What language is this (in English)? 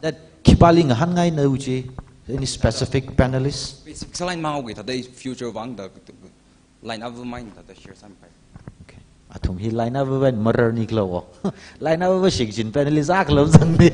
Tangkhul Naga (India)